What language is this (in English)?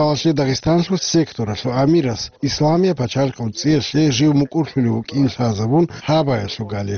Avaric